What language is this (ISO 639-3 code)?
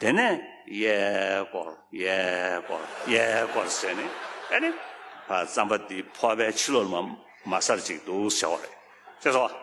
bod